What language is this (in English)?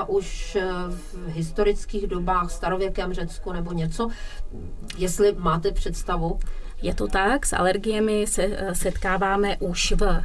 Czech